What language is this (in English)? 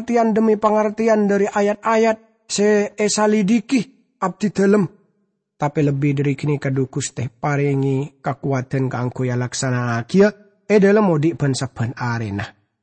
Madurese